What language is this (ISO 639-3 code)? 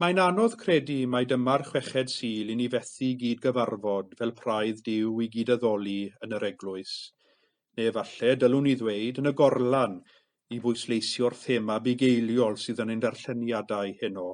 cym